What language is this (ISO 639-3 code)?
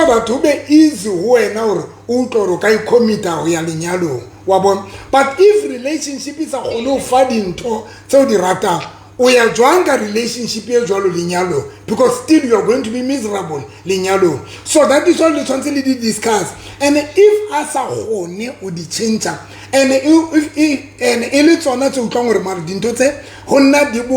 sot